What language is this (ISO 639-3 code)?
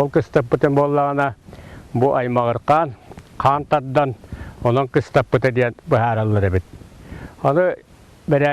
sah